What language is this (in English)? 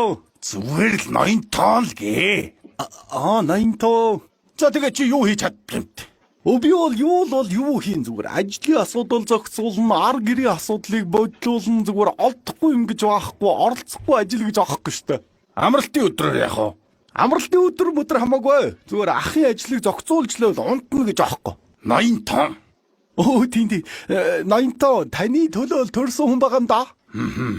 Mongolian